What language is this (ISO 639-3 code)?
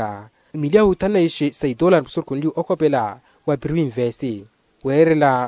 vmw